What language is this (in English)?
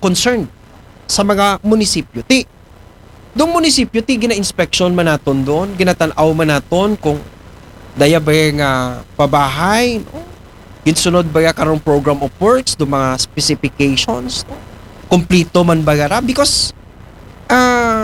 Aklanon